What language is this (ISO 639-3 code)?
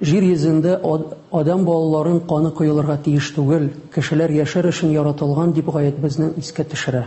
tat